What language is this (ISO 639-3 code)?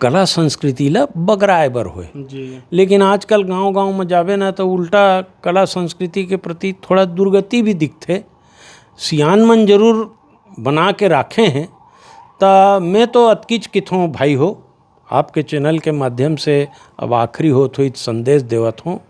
hne